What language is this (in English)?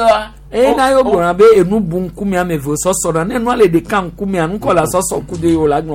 Gen